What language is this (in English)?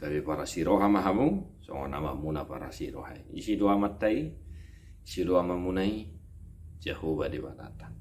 Batak Toba